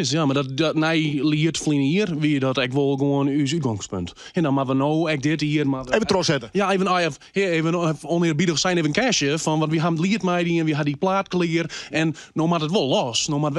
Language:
Western Frisian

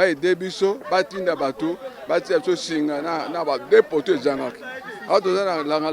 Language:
Lingala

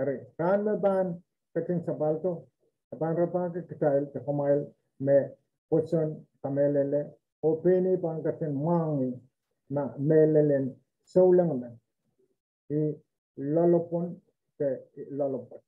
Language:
Pohnpeian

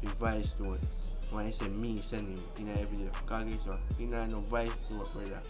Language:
Jamaican Creole English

